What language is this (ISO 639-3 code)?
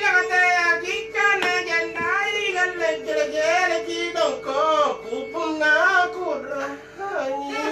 mak